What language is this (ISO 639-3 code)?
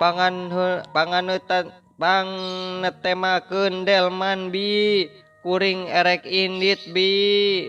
sun